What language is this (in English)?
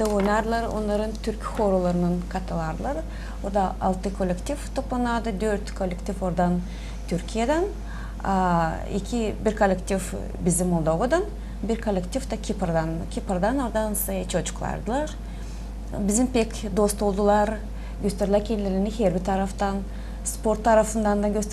Gagauz